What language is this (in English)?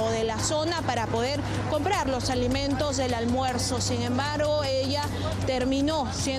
Spanish